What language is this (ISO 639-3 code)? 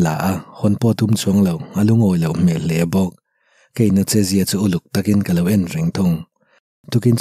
lus